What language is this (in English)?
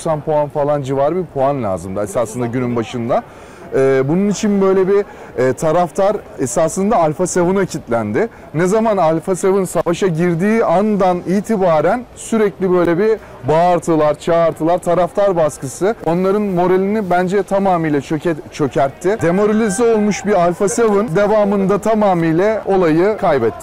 Turkish